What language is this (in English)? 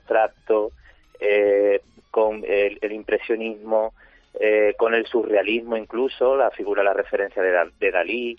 Spanish